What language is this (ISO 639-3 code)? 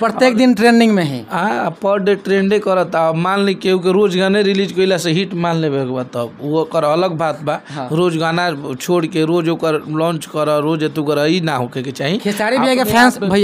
bho